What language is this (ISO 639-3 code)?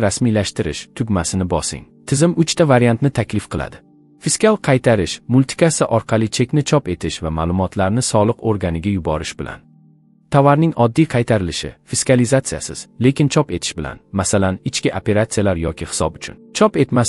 uzb